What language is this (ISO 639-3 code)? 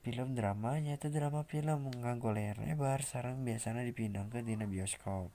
sun